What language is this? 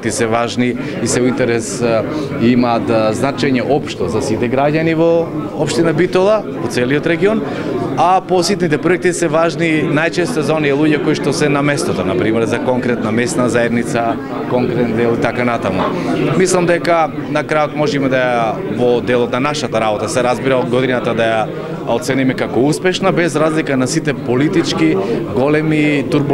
Macedonian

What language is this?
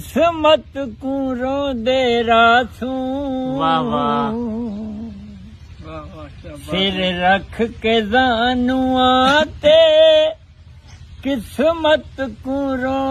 Saraiki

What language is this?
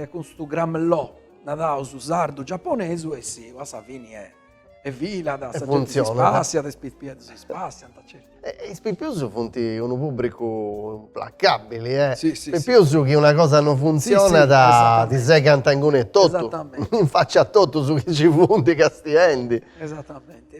Sardinian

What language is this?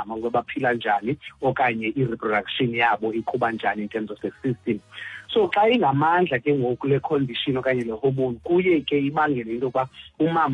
Xhosa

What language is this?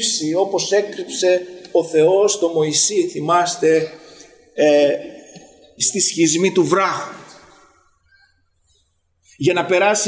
Greek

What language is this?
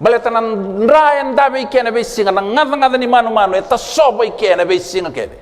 Fijian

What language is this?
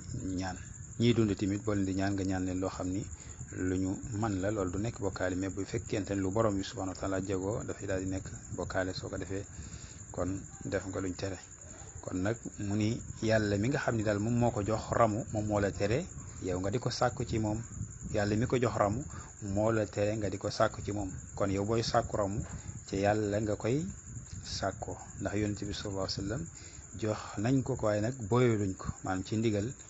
Wolof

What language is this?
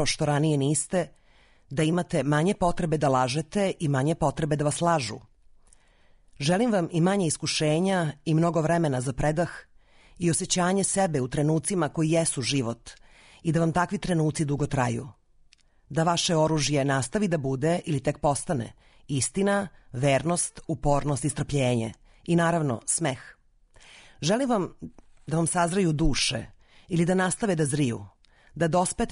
Serbian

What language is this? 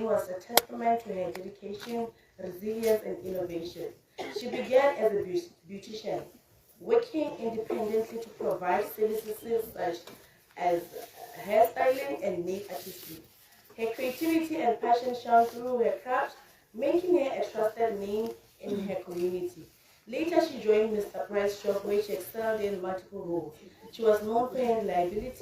Tswana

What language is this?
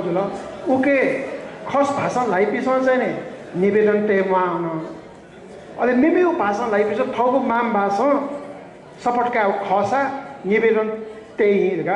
Newari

